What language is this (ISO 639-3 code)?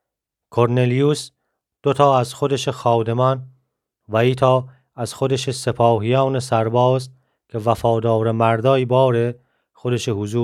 glk